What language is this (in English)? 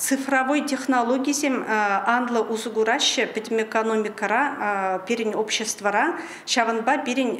Chuvash